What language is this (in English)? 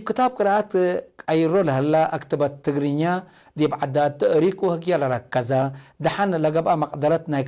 Tigre